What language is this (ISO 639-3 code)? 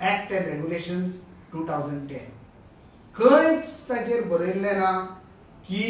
kok